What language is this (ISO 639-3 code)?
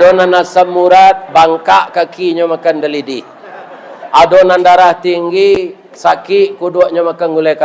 min